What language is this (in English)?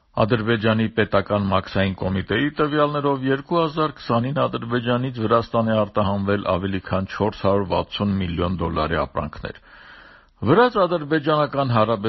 Armenian